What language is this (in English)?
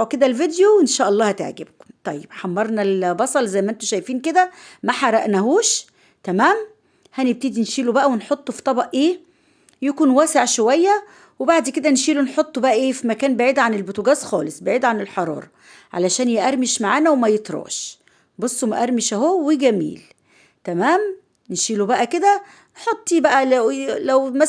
Egyptian Arabic